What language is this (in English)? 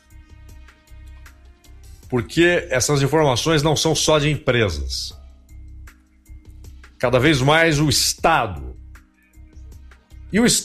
Portuguese